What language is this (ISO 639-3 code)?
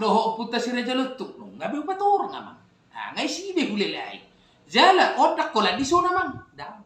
bbc